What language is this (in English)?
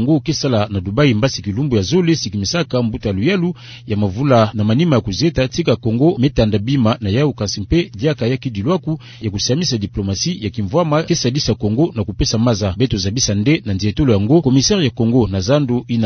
Kituba (Democratic Republic of Congo)